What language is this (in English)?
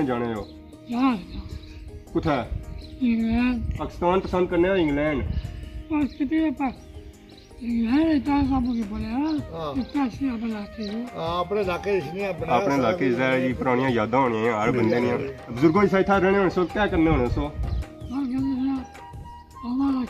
Pahari-Potwari